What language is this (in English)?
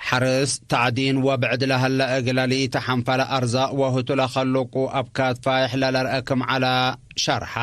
Tigre